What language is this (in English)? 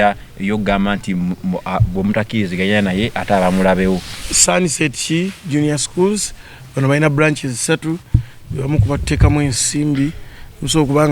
Ganda